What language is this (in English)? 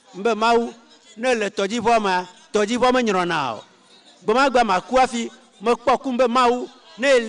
Ewe